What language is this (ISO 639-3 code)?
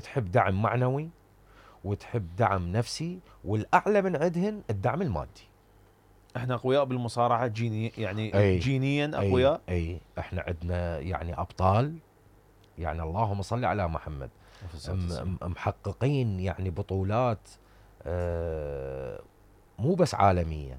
acm